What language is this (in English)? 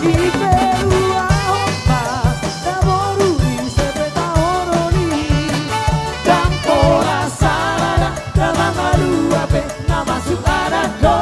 Batak Toba